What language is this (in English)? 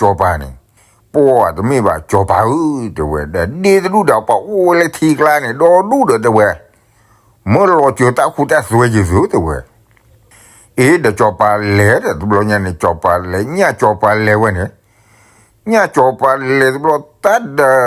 S'gaw Karen